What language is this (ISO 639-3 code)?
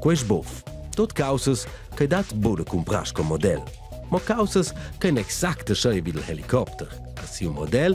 roh